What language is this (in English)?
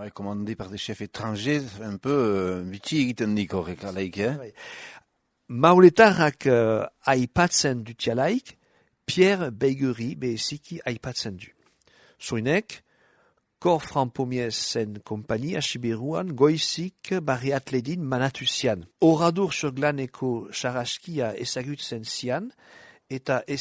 Basque